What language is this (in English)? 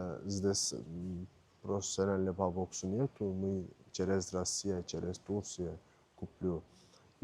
Abkhazian